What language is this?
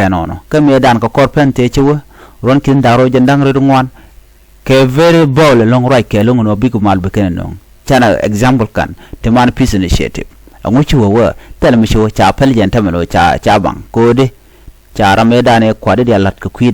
Nuer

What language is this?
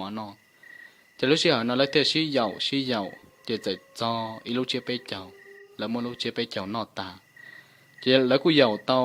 Hmong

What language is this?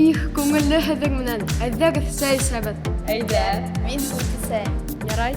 Bashkir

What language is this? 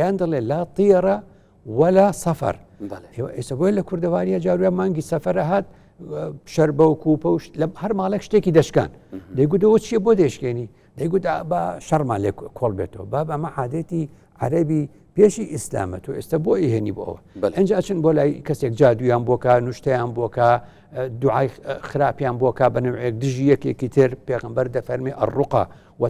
Central Kurdish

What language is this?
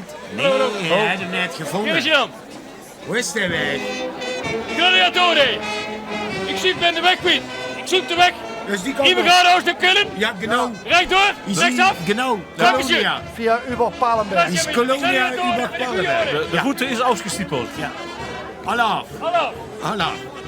Limburgish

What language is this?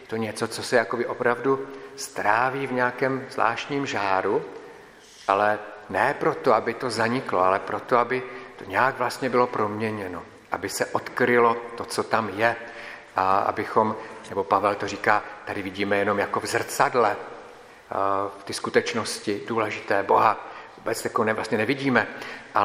Czech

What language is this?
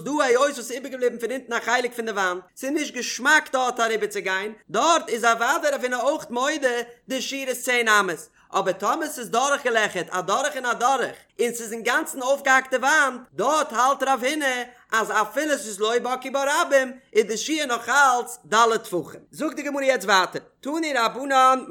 Yiddish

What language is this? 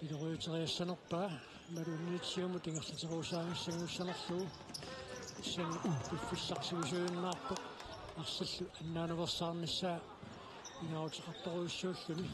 Kalaallisut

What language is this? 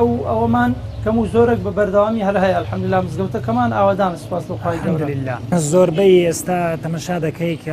Central Kurdish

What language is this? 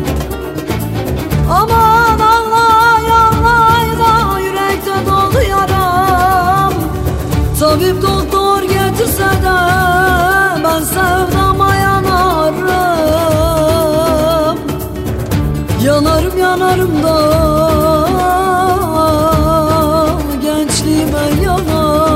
Turkish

